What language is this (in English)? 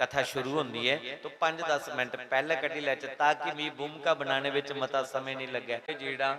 Dogri